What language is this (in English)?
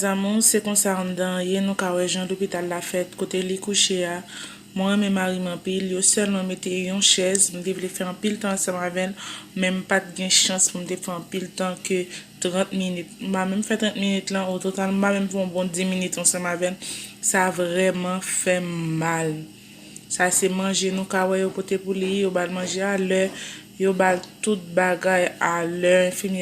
Haitian Creole